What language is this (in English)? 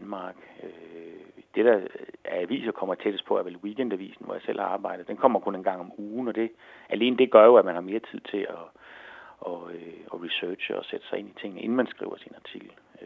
Danish